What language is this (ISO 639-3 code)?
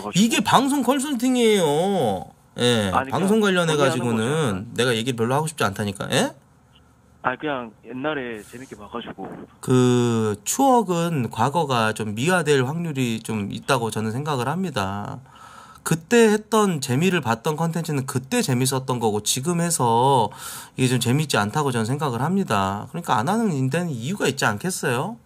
kor